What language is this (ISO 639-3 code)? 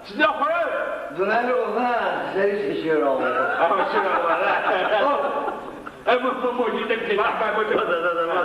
ady